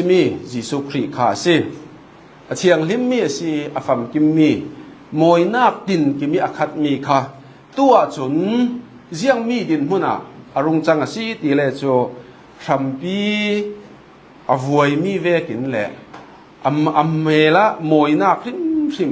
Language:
Falam Chin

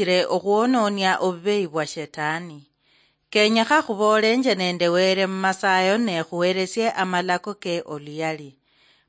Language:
Luyia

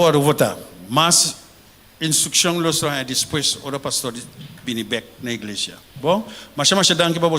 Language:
Papiamento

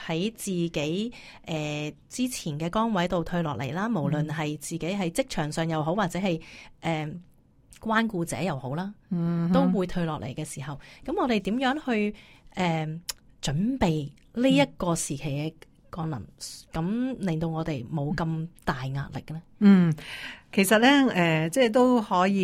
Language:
Cantonese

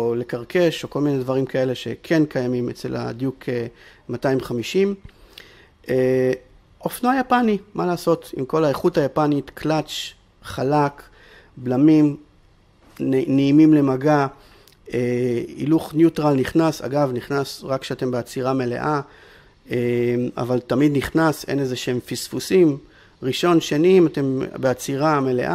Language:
Hebrew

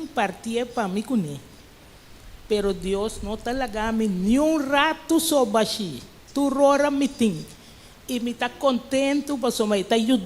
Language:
Papiamento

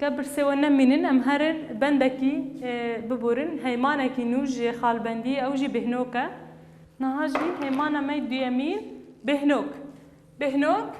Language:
Kurdish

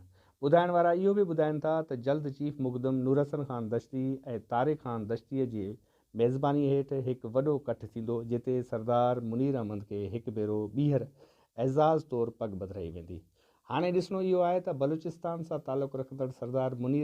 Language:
Sindhi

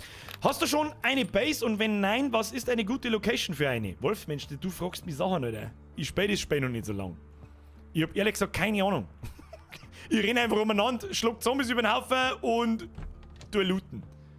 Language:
Bavarian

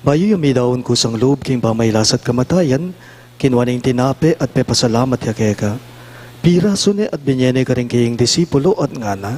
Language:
Pampanga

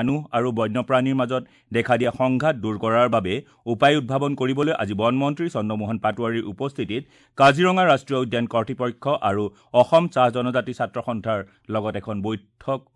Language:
Assamese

